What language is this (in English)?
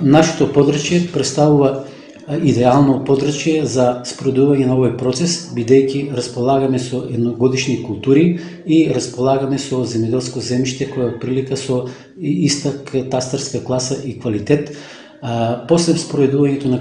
Macedonian